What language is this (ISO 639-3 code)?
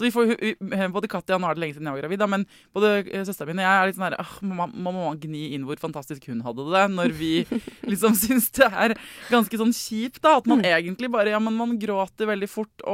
nor